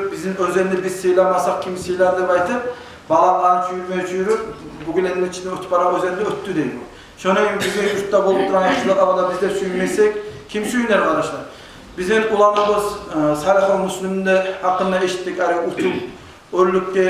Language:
Kumyk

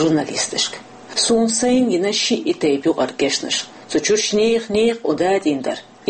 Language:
Chechen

